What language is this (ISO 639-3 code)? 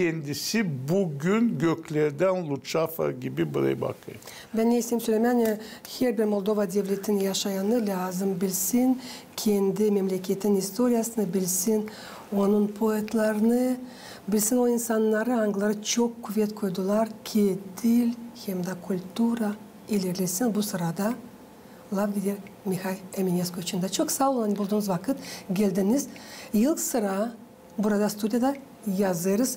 gag